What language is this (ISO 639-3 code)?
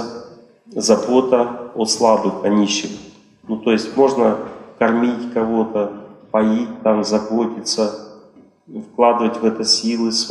rus